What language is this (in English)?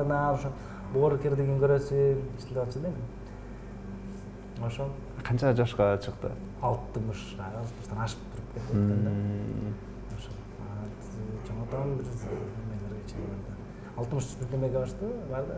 Kyrgyz